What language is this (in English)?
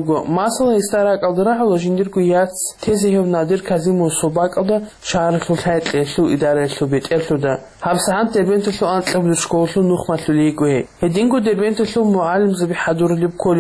Avaric